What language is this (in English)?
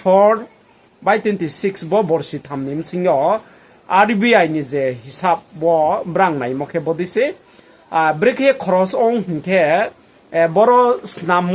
Riang (India)